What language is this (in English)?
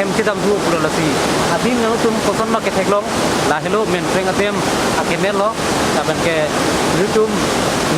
Karbi